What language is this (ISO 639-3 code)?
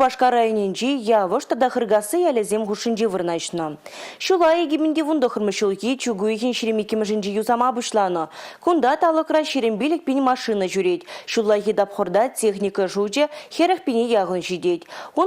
chv